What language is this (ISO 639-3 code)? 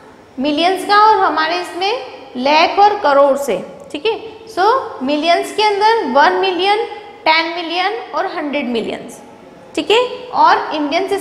hin